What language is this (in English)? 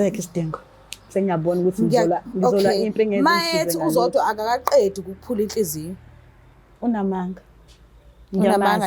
Zulu